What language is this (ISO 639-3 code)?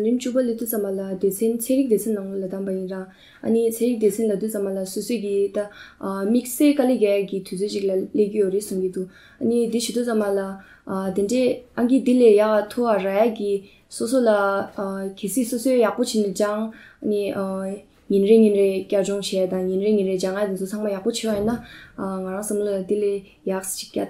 bod